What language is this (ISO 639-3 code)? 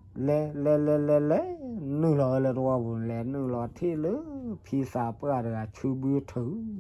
ksw